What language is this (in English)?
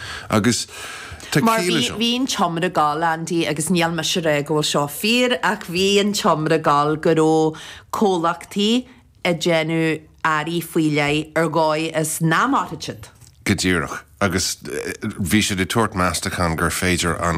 Irish